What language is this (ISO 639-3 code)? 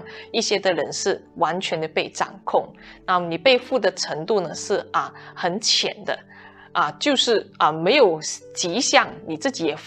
zho